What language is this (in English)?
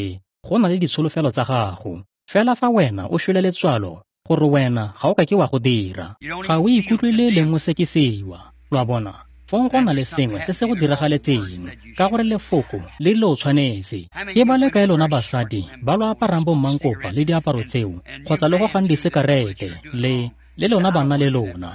Tswana